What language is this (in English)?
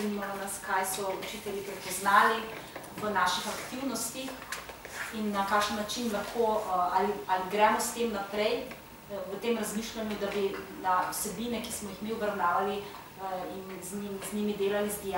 Slovenian